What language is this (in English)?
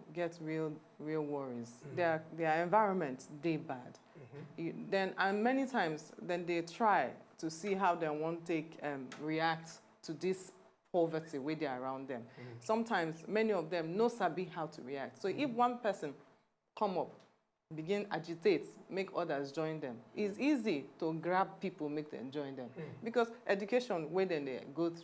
Nigerian Pidgin